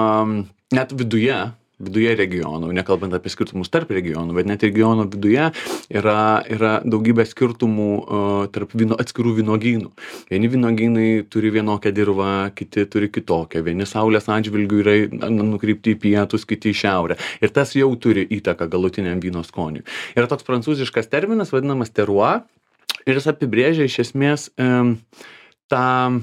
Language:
Lithuanian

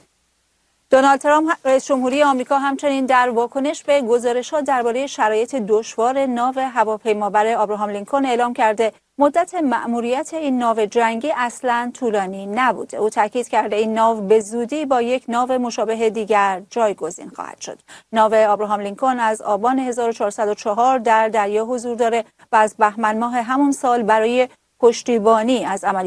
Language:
Persian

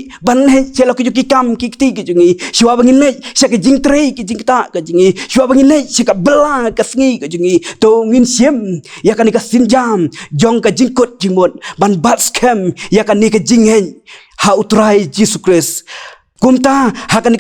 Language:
Khasi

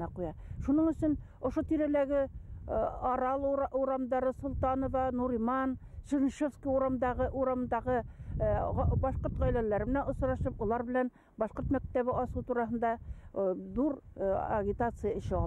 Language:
Bashkir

